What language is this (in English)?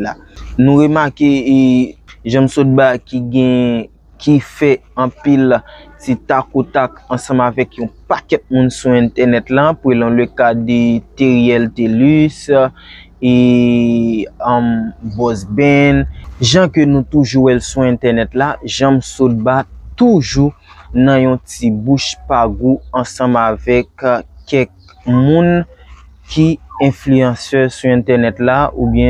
Haitian Creole